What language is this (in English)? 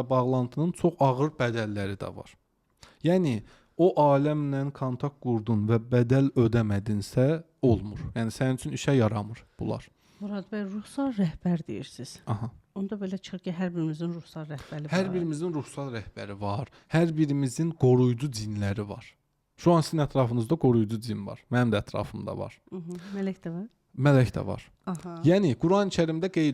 Azerbaijani